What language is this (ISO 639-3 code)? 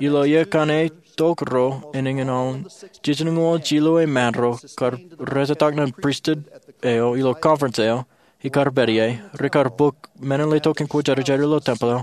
mah